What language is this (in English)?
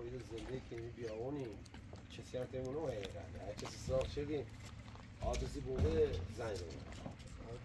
Persian